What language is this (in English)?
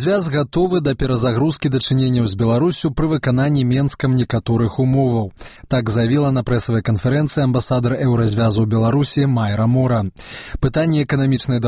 Belarusian